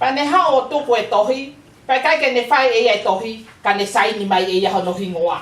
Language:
Tongan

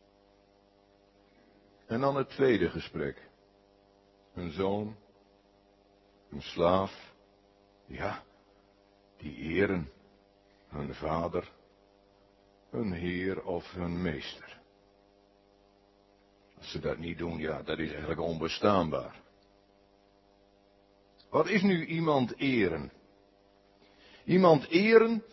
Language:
Dutch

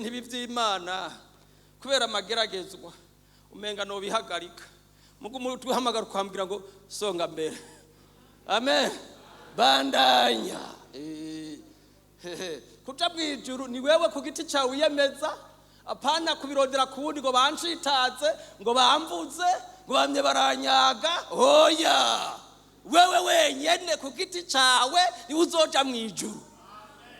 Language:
Rundi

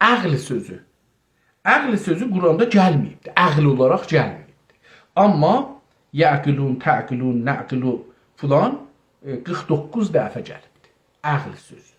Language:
South Azerbaijani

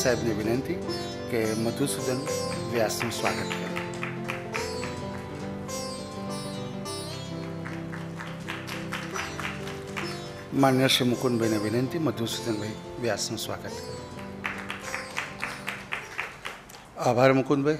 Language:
Gujarati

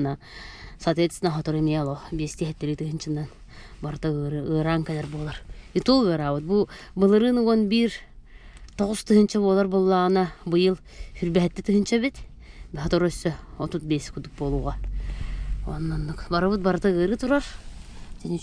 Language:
Yakut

